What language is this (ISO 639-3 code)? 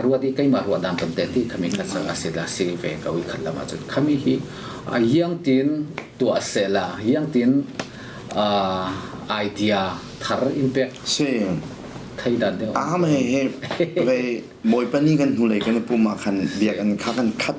cnh